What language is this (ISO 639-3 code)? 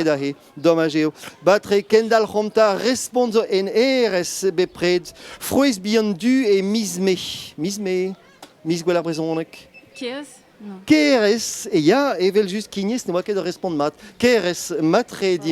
bre